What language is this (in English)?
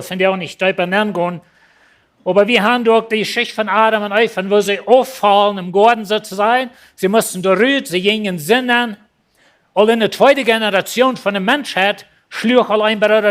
Plautdietsch